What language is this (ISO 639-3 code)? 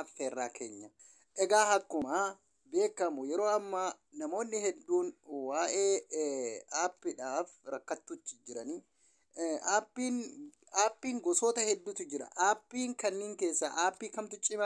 orm